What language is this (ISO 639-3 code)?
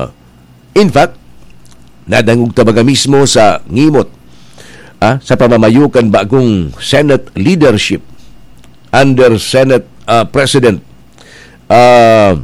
bik